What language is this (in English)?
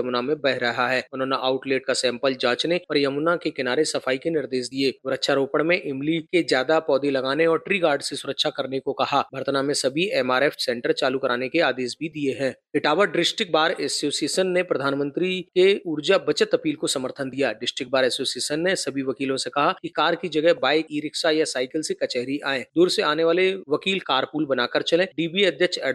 Hindi